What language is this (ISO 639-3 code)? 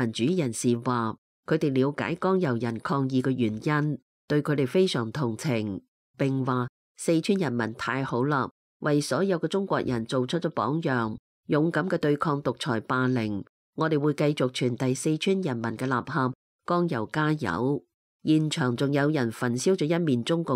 yue